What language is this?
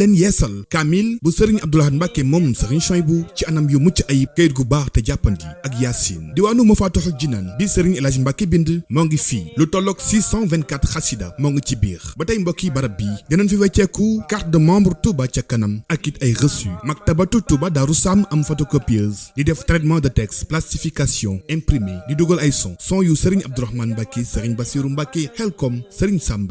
Wolof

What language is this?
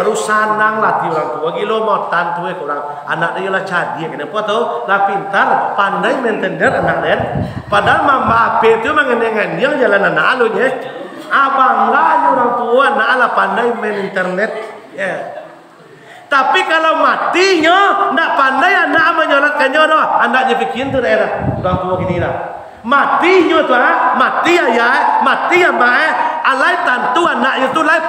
Minangkabau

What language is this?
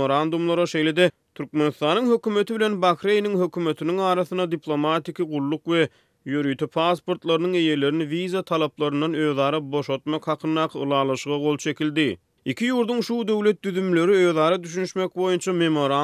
Turkmen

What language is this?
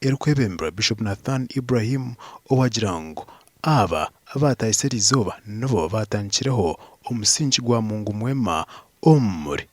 Nyankole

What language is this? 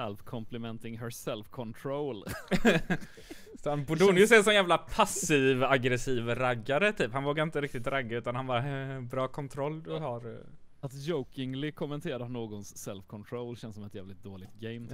Swedish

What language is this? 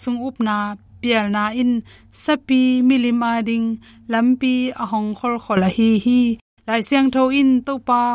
Tedim Chin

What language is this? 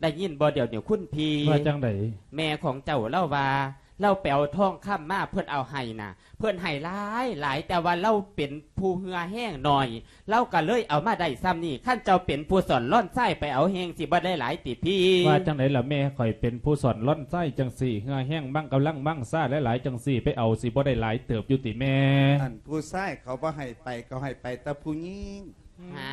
Lao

